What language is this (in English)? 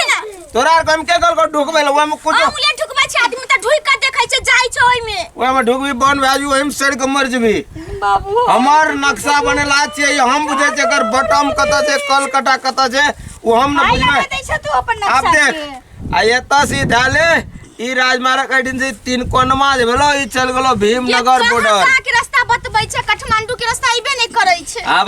Maithili